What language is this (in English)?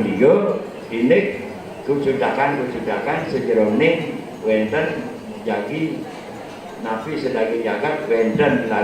Balinese